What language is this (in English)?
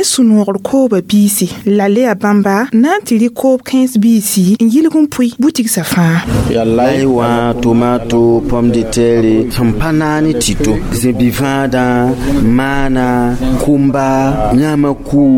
Mossi